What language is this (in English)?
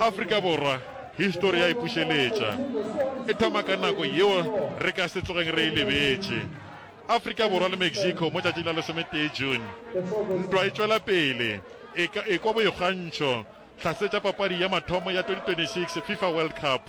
Northern Sotho